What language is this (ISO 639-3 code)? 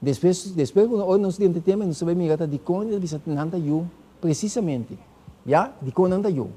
pap